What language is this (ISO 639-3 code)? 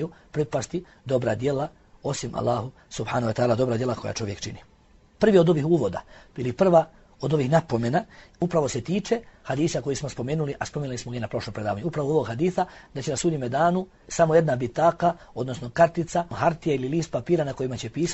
bos